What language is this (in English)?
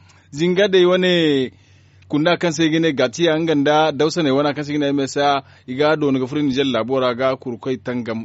Zarma